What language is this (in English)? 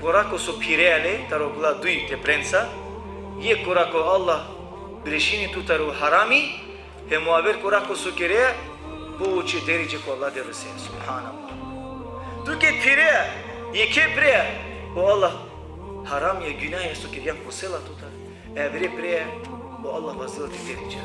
Balkan Romani